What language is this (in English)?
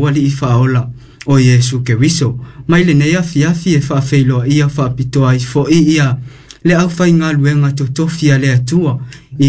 Samoan